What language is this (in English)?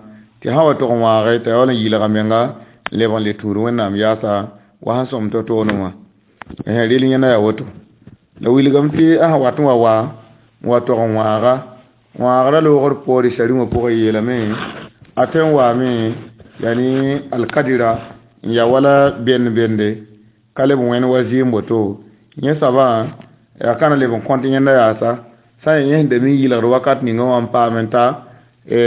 Mossi